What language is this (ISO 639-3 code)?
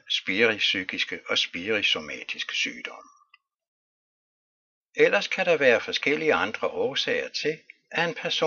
dan